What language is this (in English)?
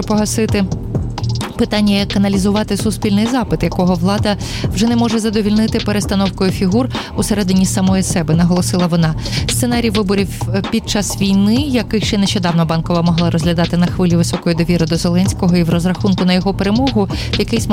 Ukrainian